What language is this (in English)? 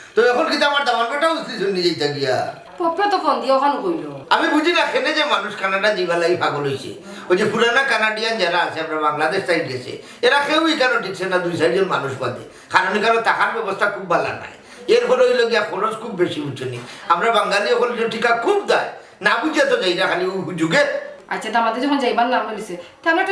Sylheti